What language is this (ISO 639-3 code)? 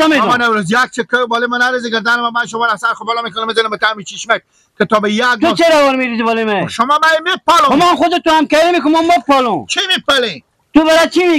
fas